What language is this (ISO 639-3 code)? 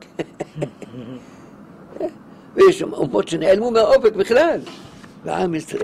heb